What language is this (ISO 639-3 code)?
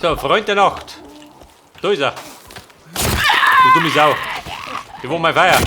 bar